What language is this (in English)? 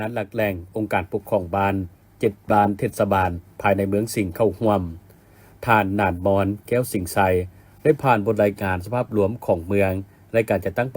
Lao